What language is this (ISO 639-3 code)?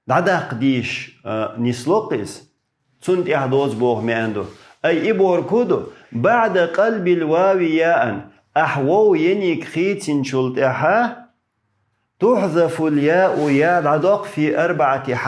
che